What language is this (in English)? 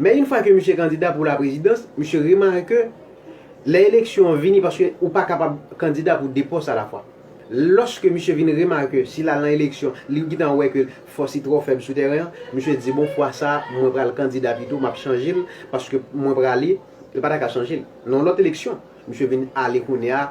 Haitian Creole